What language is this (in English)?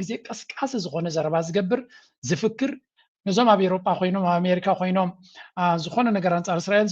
Tigrinya